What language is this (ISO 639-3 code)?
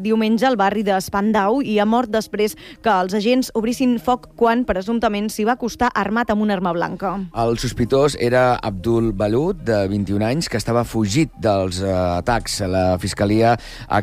cat